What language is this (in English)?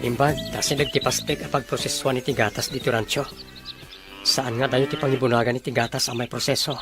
Iloko